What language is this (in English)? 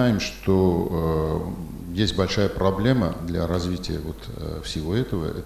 Russian